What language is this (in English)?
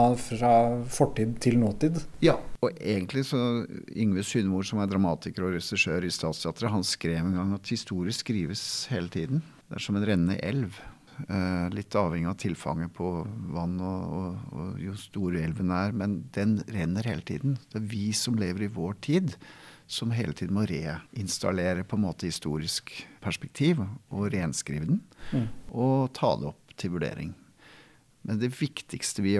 Norwegian